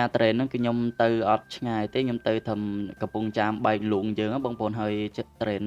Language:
Khmer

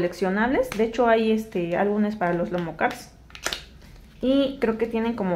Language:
Spanish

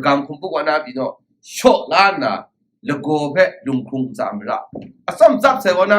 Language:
Kachin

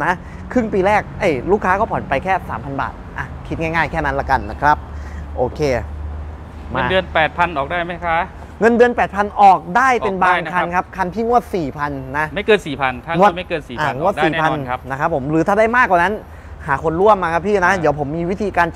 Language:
Thai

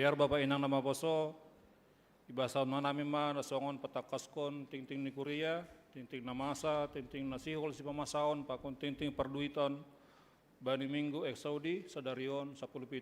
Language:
Batak Simalungun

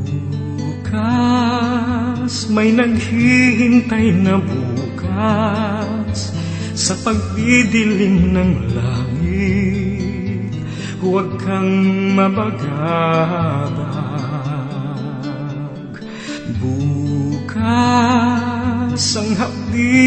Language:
Filipino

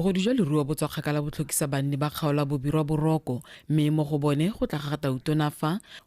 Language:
Tswana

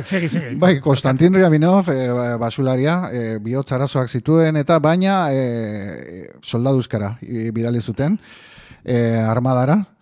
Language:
Basque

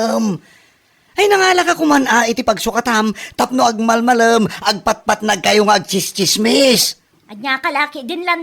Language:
Iloko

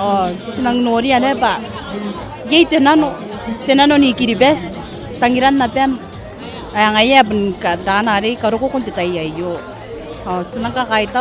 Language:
Gilbertese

